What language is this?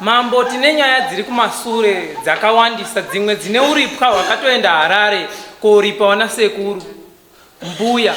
Shona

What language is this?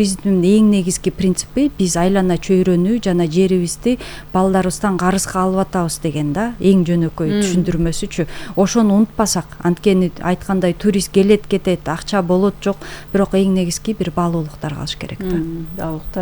Kyrgyz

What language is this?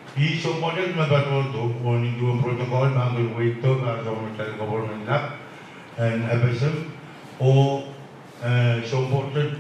Pohnpeian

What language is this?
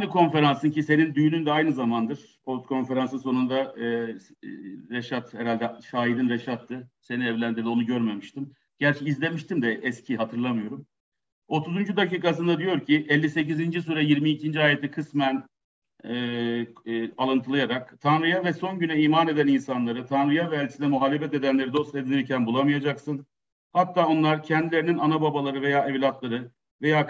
Turkish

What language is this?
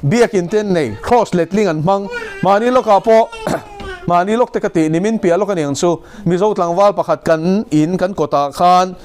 Mizo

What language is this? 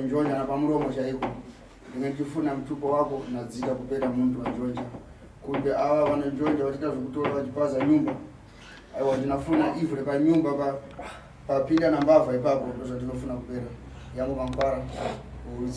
Shona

